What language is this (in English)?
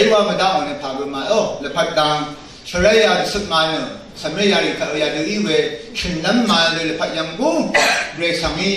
Rawang